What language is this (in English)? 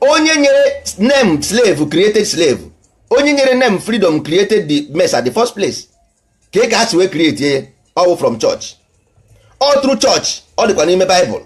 Igbo